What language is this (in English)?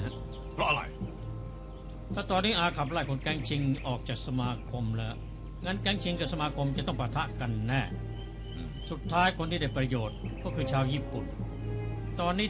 Thai